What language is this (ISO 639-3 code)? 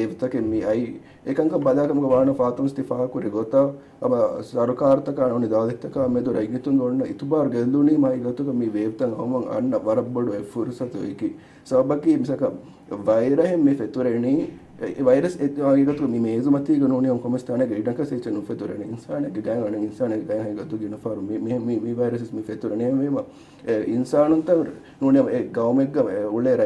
div